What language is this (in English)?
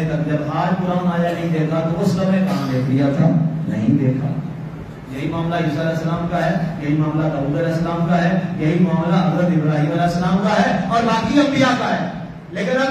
Urdu